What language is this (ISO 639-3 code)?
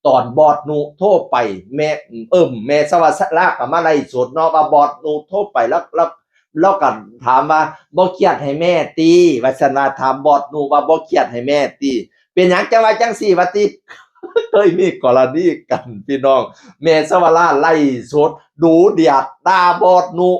tts